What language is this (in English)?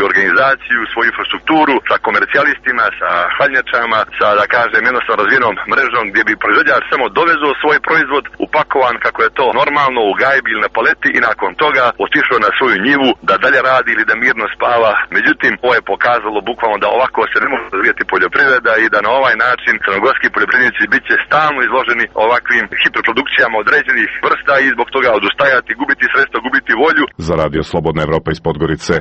Serbian